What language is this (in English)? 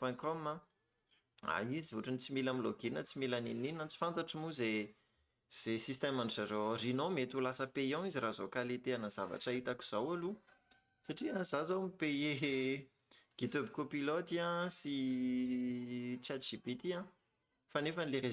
Malagasy